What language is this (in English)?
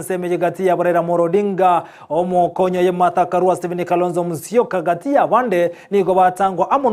Gusii